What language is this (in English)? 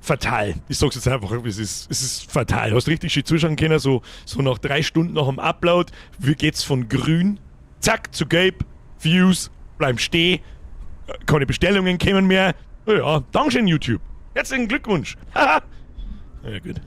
Bavarian